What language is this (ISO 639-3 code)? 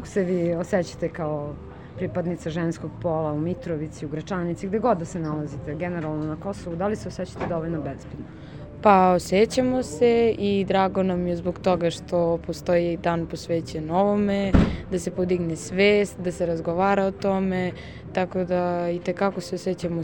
srp